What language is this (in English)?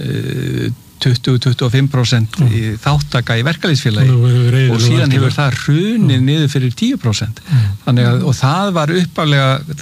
Icelandic